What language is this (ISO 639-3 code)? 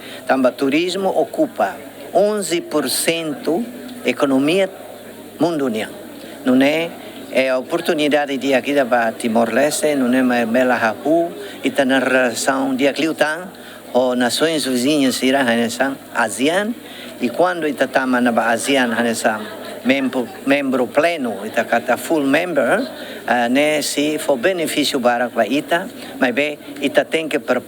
tet